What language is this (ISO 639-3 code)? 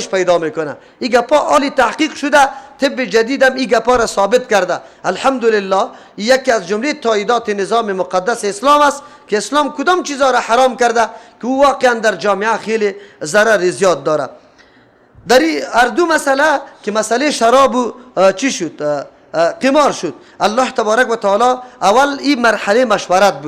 fas